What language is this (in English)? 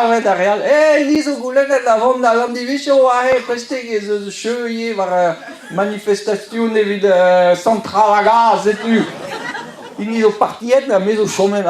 Breton